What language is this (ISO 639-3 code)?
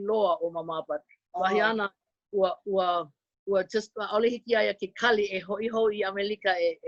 haw